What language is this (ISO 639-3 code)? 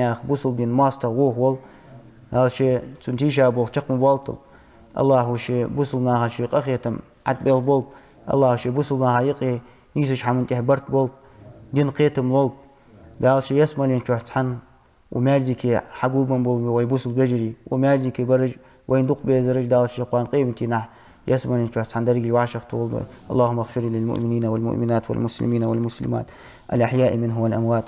inh